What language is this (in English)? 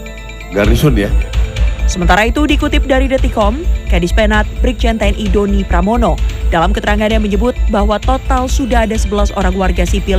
Indonesian